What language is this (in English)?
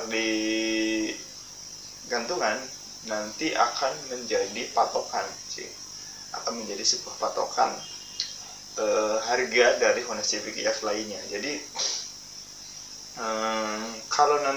Indonesian